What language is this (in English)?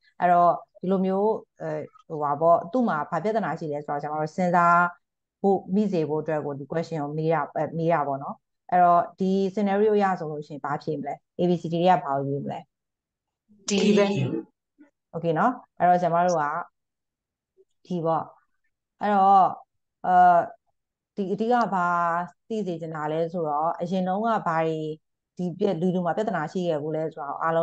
Burmese